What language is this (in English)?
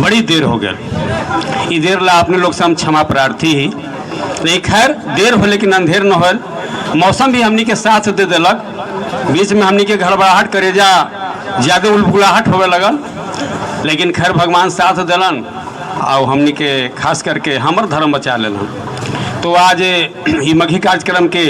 Magahi